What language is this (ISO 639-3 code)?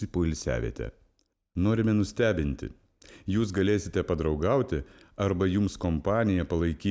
lit